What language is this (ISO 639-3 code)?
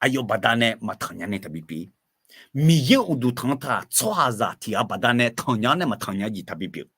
ahk